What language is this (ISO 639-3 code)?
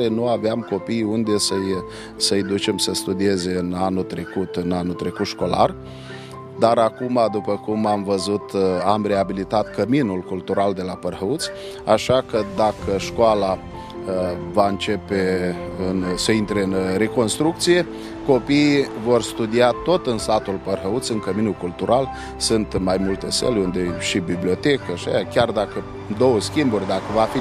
ron